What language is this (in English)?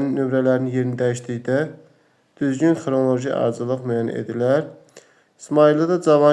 Azerbaijani